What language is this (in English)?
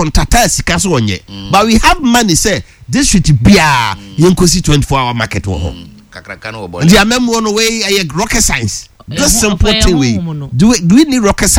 Akan